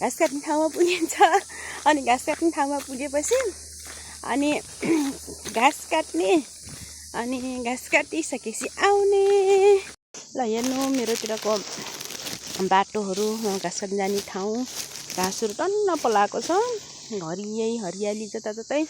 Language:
Nepali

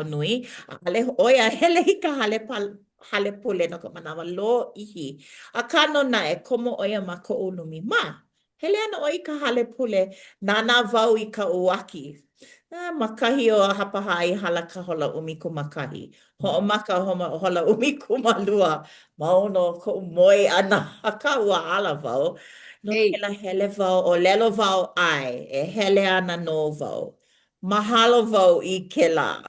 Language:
Hawaiian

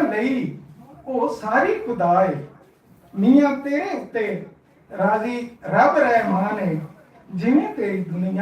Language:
Western Panjabi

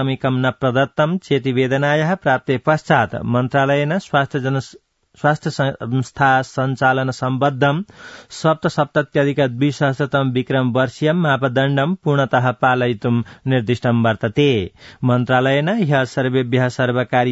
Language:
Sanskrit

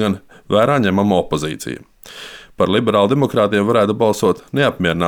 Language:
Latvian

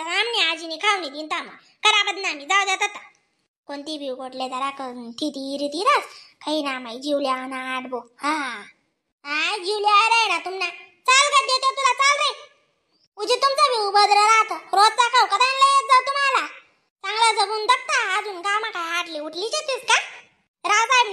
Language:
Khandesi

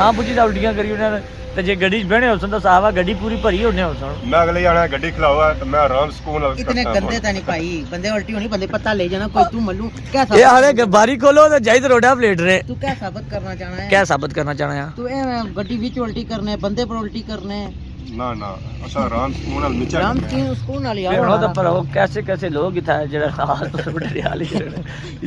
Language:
Pahari-Potwari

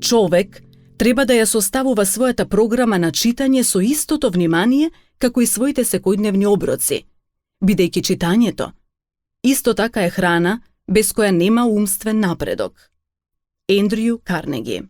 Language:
Macedonian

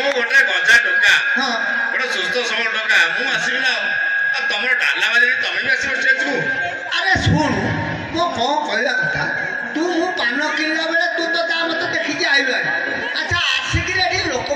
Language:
Odia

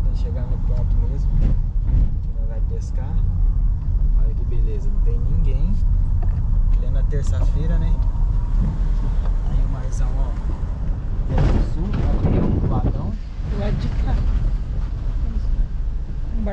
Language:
Portuguese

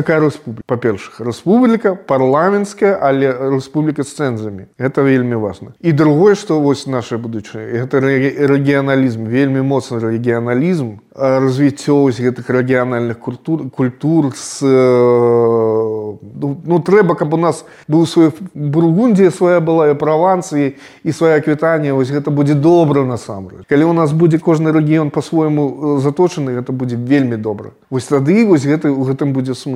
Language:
Belarusian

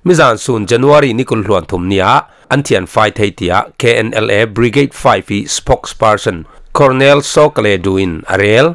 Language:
Falam Chin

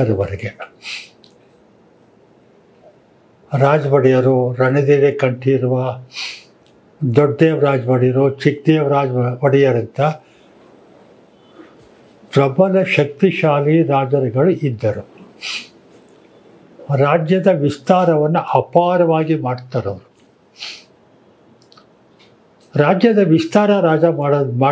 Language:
Kannada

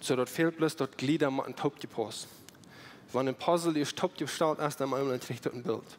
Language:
Plautdietsch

